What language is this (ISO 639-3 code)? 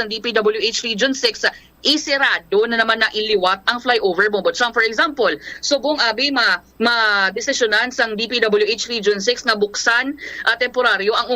hil